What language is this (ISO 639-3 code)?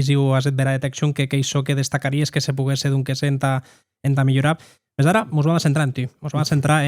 oci